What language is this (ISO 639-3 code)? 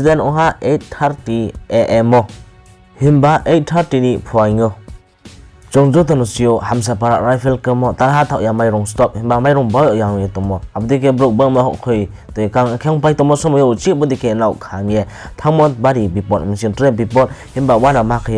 ria